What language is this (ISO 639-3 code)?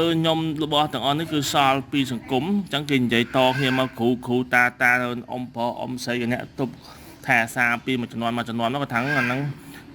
khm